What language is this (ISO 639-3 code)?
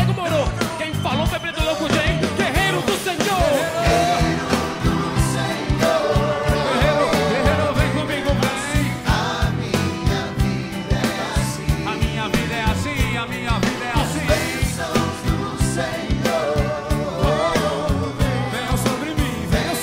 por